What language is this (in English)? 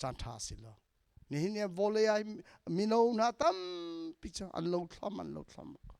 Hakha Chin